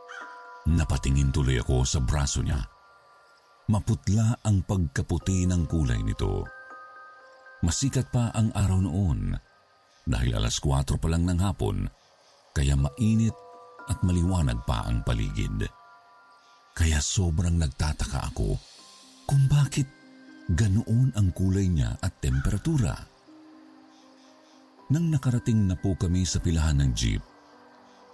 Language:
Filipino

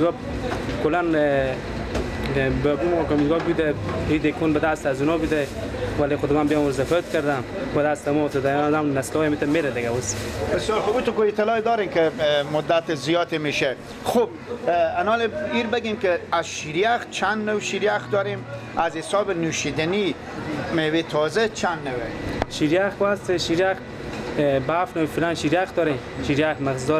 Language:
Persian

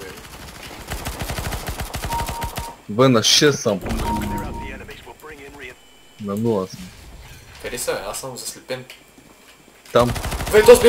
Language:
Bulgarian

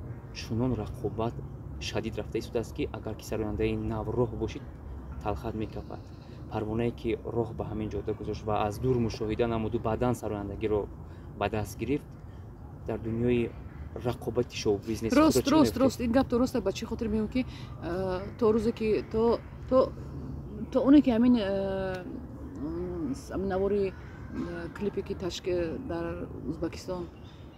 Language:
Tajik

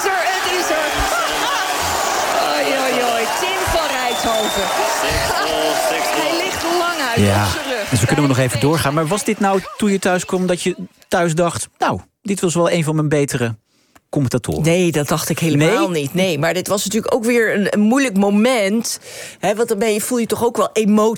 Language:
Dutch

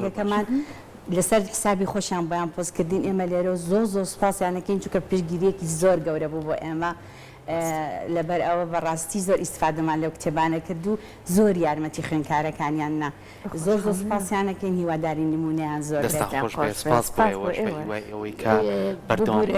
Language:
Central Kurdish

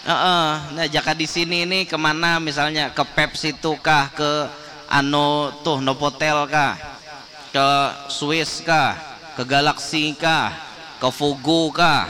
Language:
Banjar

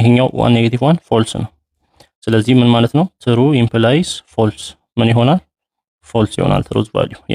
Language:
Amharic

